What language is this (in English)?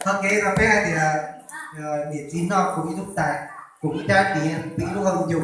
Hmong